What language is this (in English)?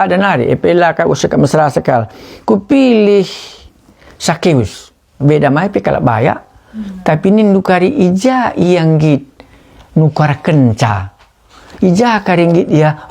Batak Karo